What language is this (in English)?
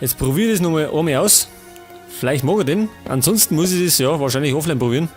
Bavarian